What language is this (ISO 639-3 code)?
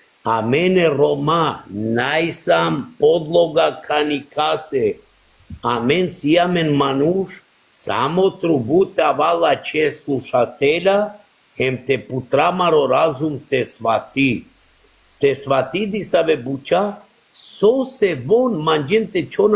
rmn